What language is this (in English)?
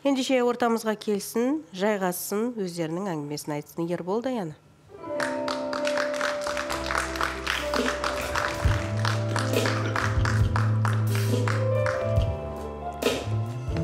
Kazakh